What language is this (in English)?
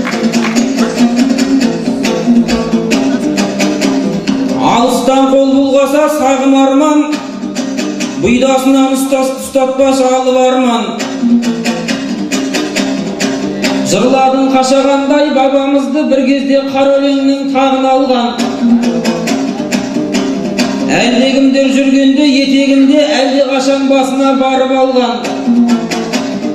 Kazakh